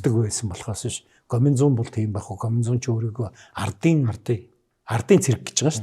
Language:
Mongolian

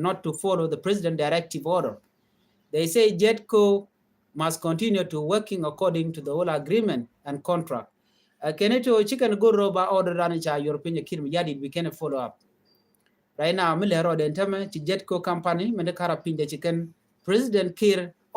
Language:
Nuer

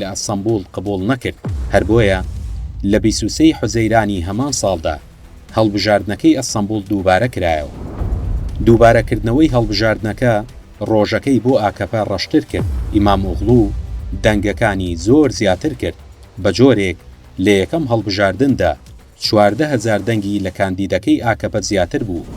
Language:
Central Kurdish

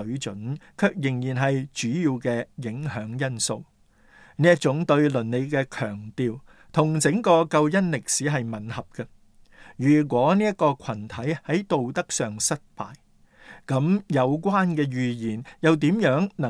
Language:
Cantonese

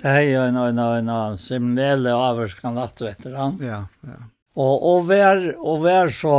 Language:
Faroese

